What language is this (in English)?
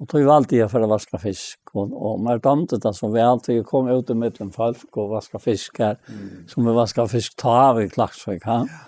Faroese